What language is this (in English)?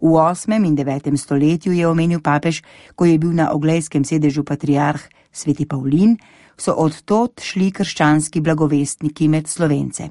Slovenian